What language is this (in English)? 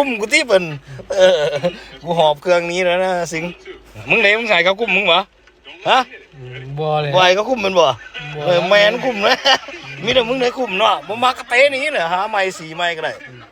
Lao